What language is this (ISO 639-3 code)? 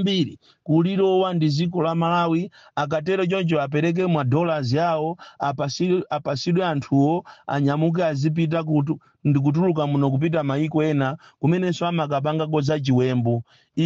nya